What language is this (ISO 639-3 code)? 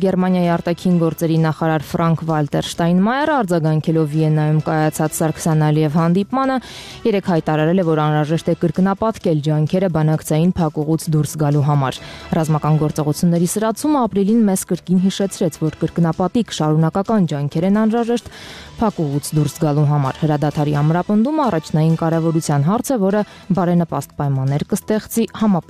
hye